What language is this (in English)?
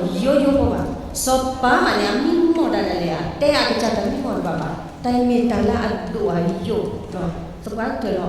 S'gaw Karen